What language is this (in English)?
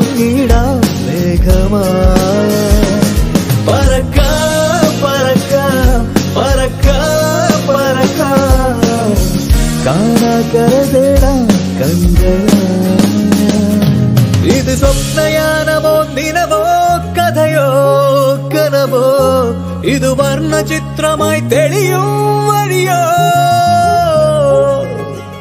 Malayalam